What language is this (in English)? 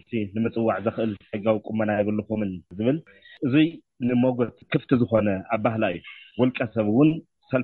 Tigrinya